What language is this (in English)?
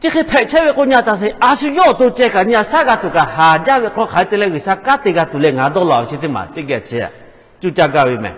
Lahu